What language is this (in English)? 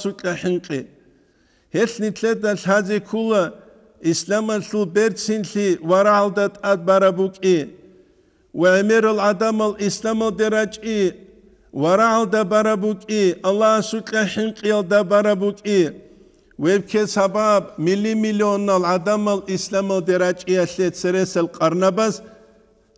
Avaric